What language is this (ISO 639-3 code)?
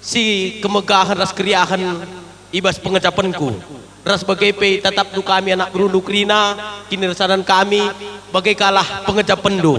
btx